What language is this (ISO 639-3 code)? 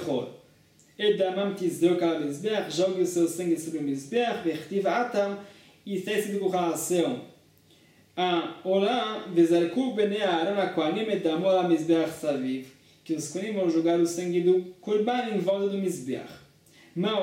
por